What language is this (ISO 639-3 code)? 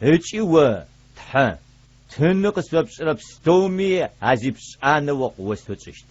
ady